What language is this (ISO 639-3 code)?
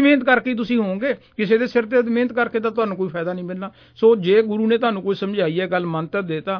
pan